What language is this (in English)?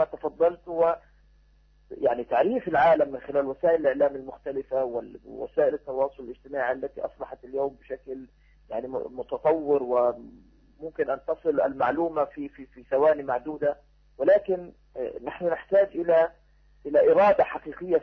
Arabic